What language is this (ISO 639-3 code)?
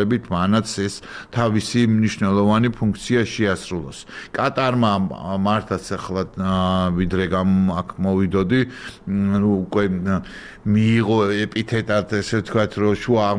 kat